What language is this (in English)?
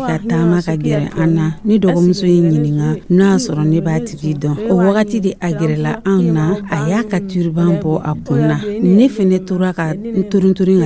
Dyula